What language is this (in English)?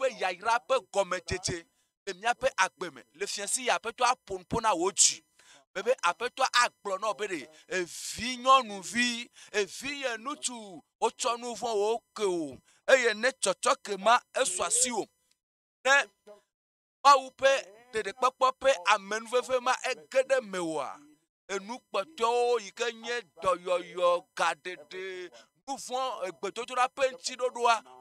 Ewe